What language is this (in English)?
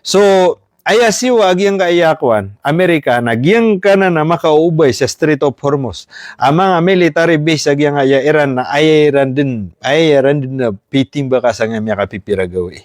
Maranao